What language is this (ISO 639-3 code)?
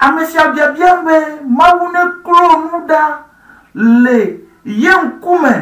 ewe